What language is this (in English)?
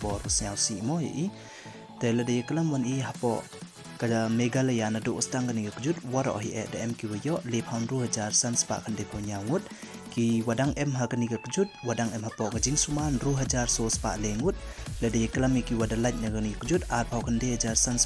Pnar